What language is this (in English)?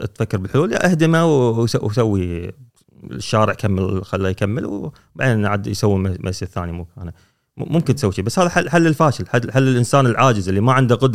Gulf Arabic